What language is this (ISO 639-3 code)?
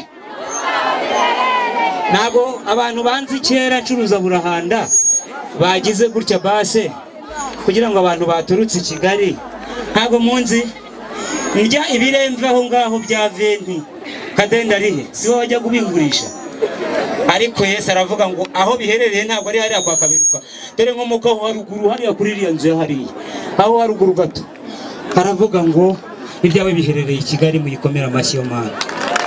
kin